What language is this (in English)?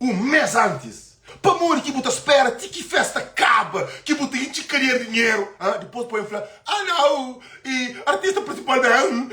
Kabuverdianu